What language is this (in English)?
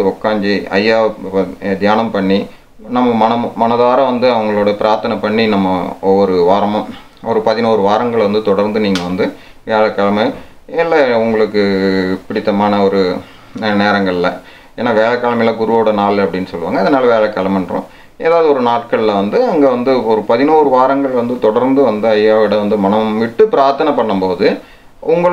Tamil